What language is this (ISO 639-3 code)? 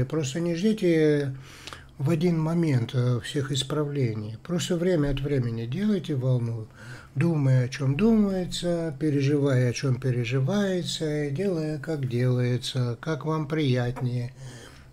rus